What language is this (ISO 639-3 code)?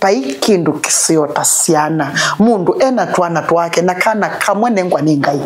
kam